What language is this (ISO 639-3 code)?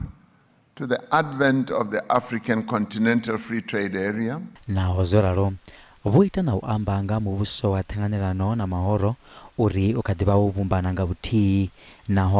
ven